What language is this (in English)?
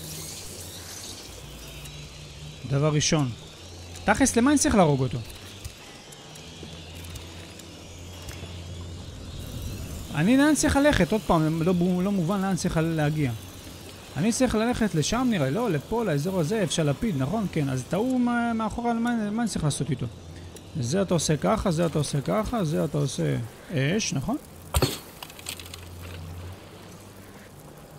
Hebrew